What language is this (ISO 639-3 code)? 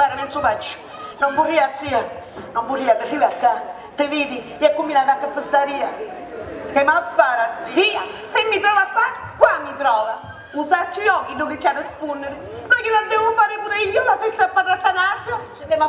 scn